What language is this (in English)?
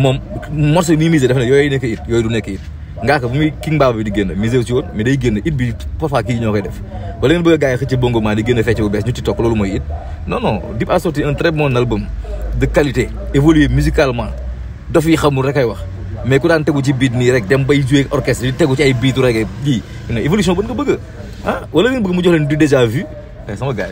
Wolof